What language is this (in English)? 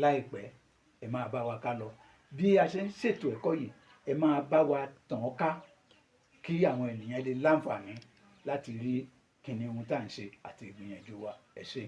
Yoruba